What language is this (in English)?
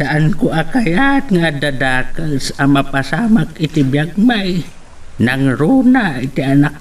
Iloko